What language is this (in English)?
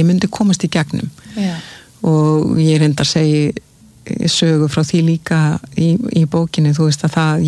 Icelandic